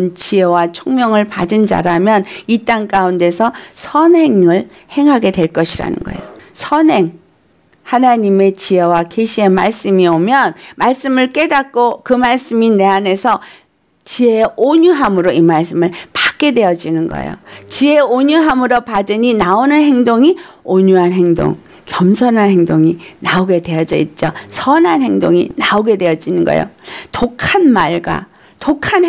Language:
Korean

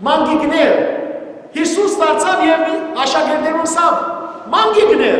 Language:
Western Armenian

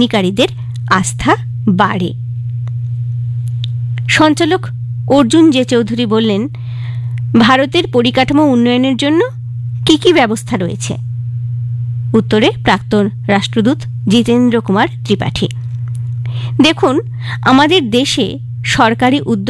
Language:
Bangla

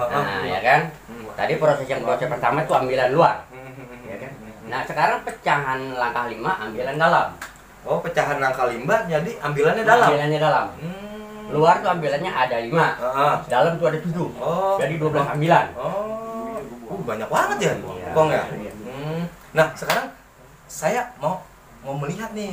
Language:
Betawi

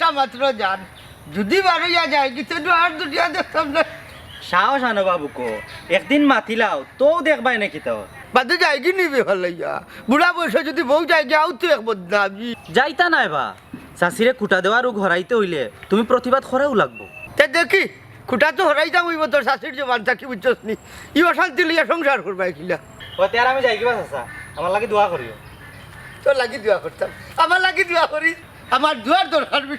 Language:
Sylheti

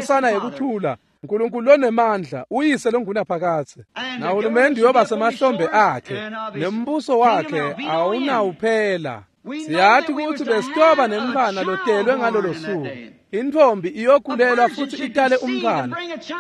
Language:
Swati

